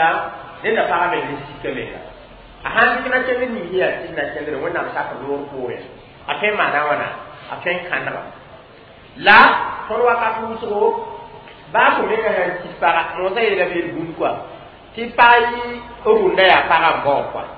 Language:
Mossi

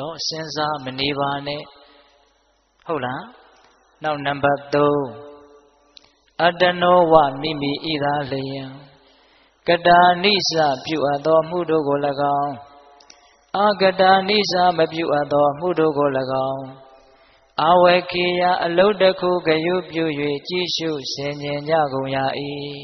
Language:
Burmese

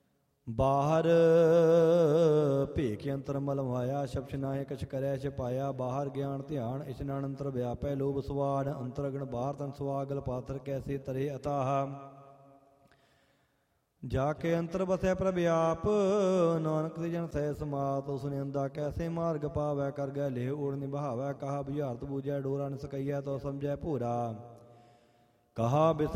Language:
Punjabi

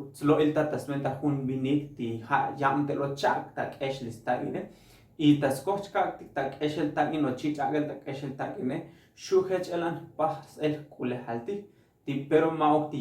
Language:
Tzotzil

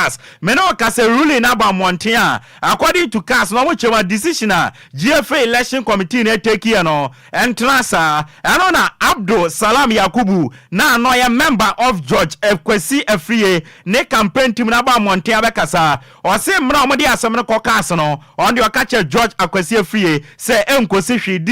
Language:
Akan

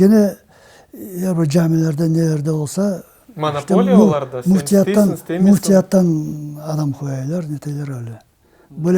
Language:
Crimean Tatar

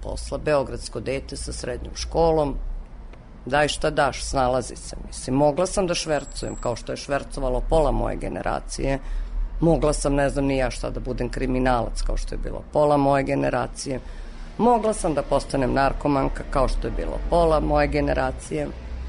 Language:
Serbian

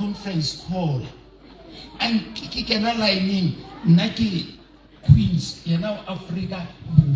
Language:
Southern Sotho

